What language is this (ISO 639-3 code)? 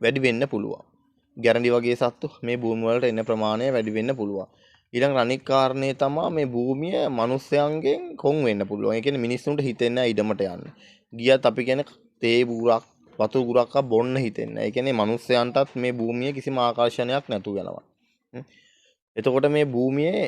sin